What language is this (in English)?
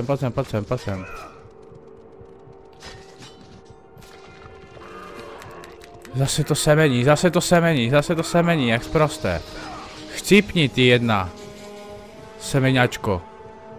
Czech